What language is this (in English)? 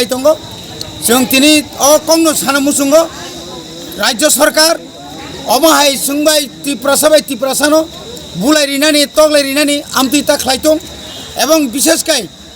Kok Borok